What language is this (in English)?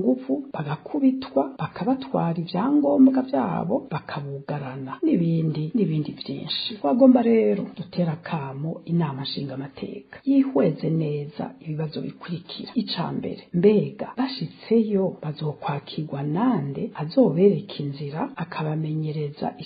Rundi